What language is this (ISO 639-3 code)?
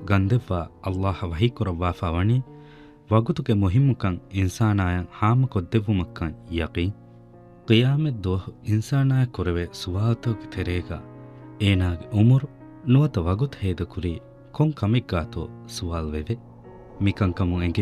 div